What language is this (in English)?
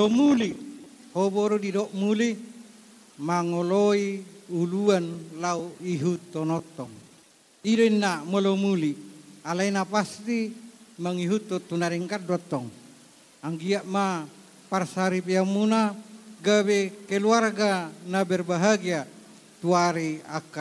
Batak Toba